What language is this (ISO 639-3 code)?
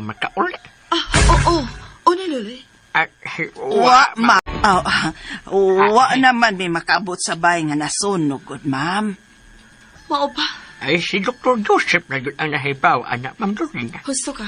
ceb